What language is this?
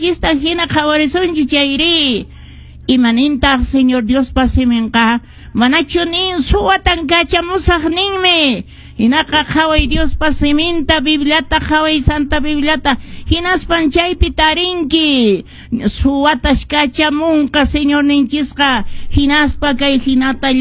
Quechua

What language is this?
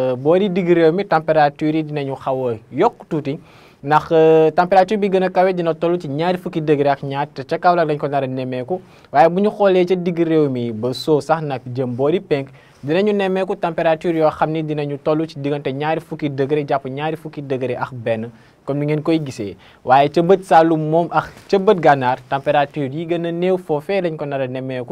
Wolof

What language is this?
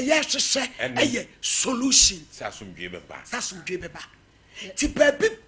Akan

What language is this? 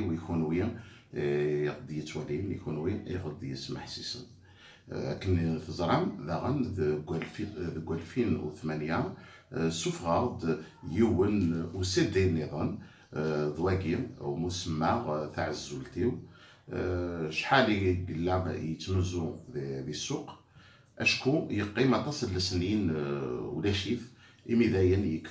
Kabyle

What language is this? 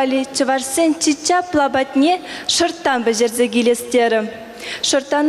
Chuvash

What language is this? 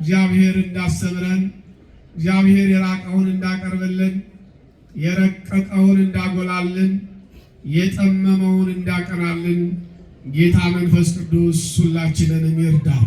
Amharic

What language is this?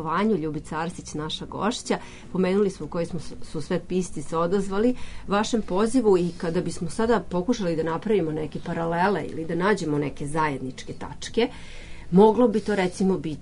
Serbian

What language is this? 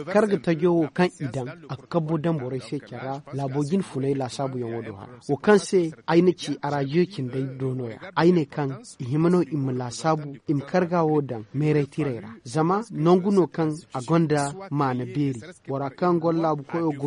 Zarma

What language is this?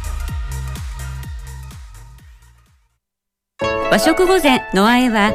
Japanese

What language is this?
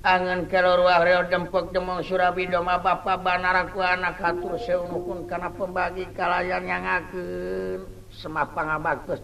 Sundanese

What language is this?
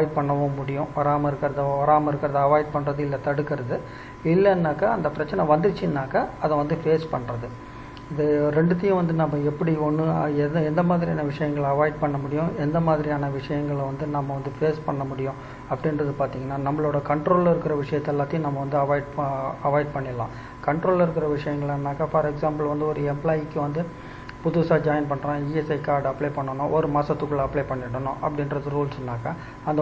Tamil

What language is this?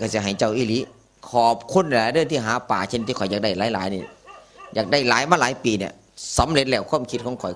Northeastern Thai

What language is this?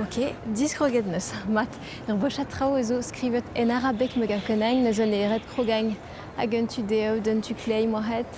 Breton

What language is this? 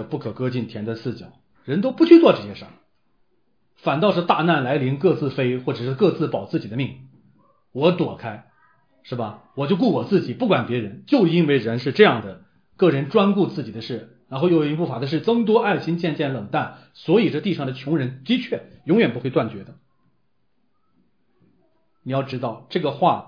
Chinese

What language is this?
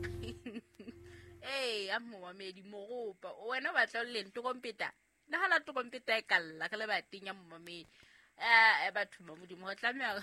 Southern Sotho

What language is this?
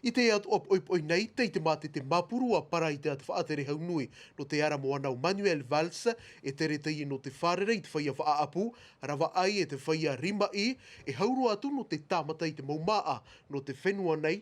Tahitian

